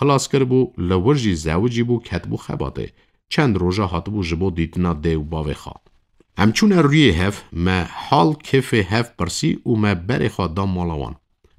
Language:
Kurdish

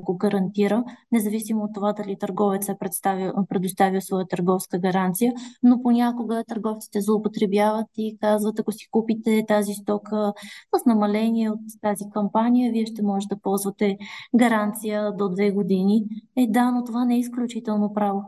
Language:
Bulgarian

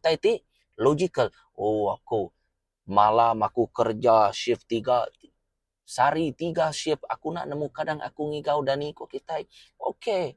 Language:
Iban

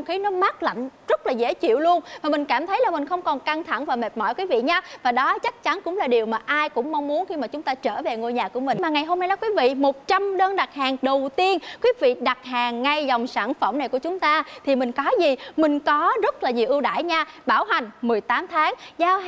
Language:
Vietnamese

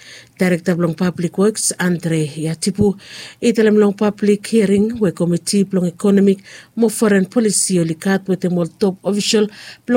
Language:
Bislama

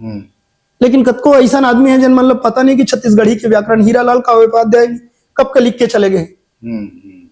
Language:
Chhattisgarhi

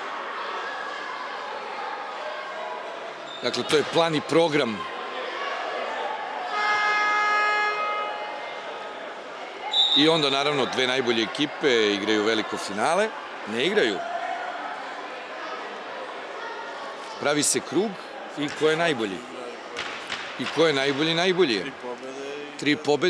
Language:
Serbian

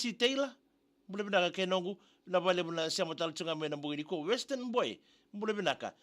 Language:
Fijian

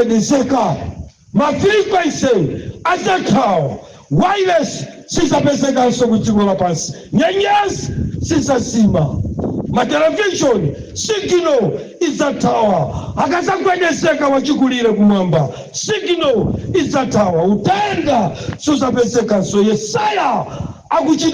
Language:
Nyanja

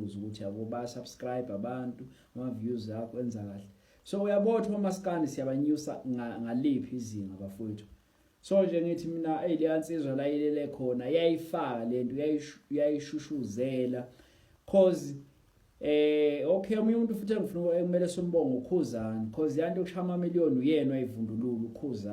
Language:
Zulu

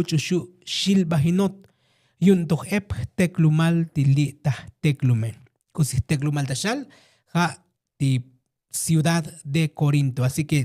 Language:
Tzotzil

